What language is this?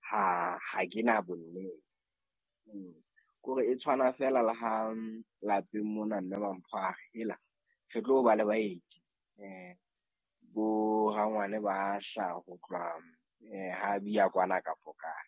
Southern Sotho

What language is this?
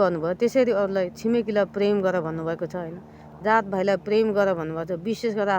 Nepali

